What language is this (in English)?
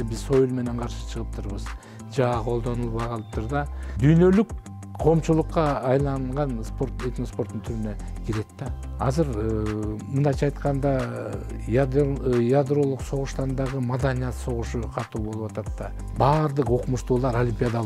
Kyrgyz